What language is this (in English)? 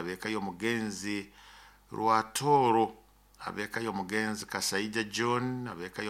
Nyoro